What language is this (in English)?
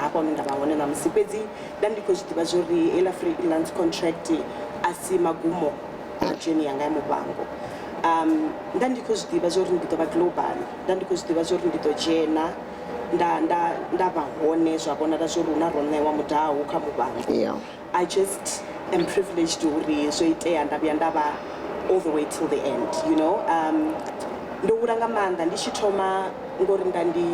Venda